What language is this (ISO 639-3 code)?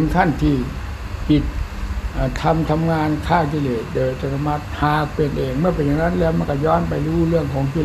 tha